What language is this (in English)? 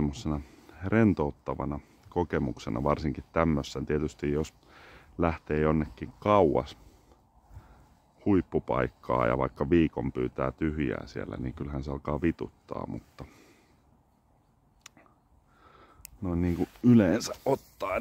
Finnish